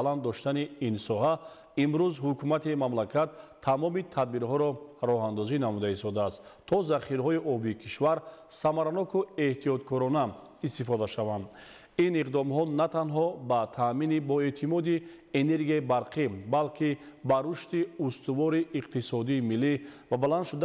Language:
Tajik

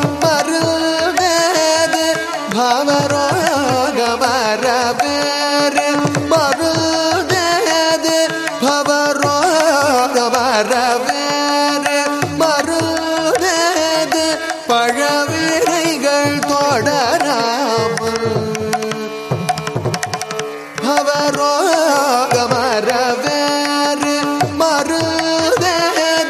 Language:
Tamil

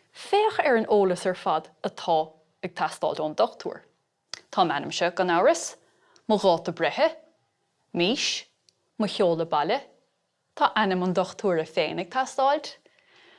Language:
Irish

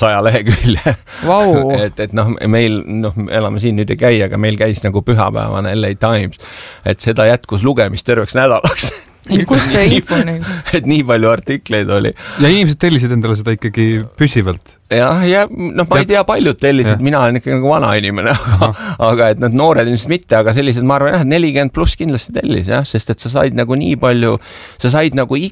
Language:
Estonian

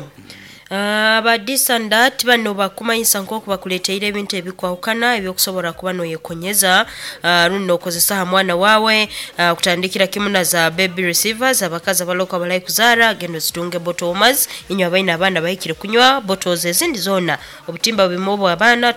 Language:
Nyoro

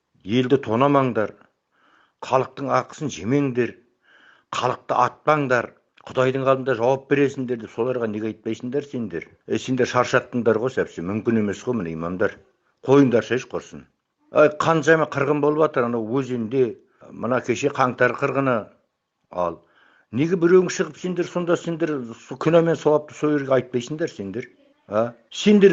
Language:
Kazakh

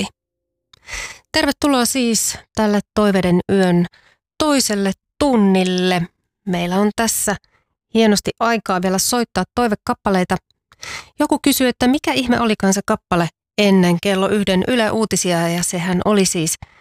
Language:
Finnish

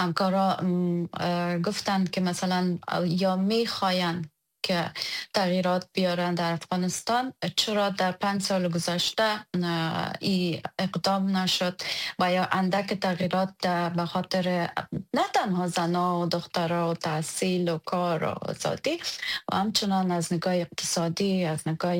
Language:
Persian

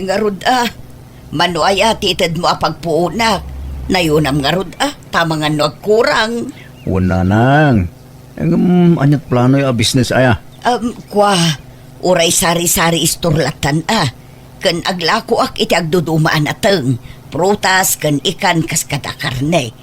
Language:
Iloko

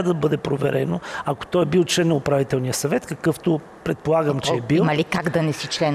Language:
Bulgarian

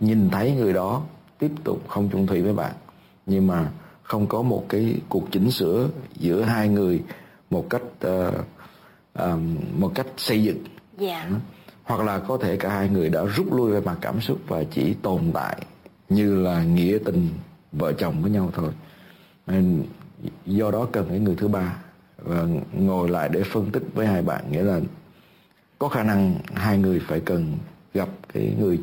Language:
Vietnamese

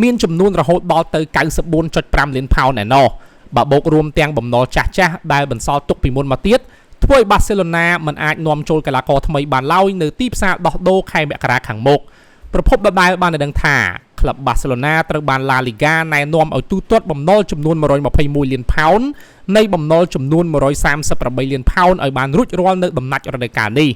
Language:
Khmer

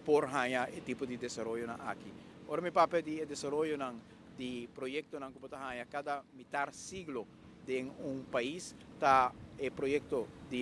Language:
Papiamento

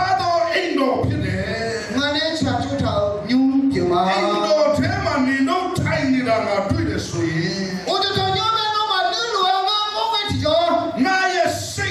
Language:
Akha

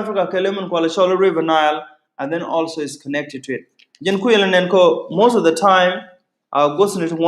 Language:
Nuer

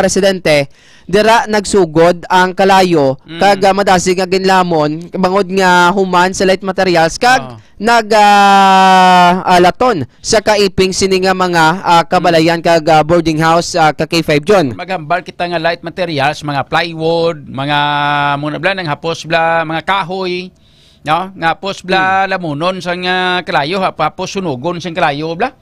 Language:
Hiligaynon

